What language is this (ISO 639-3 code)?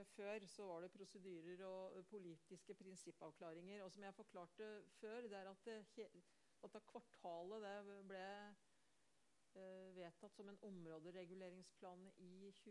nor